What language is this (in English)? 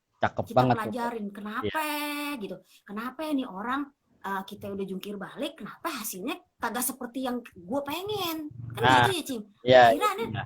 Betawi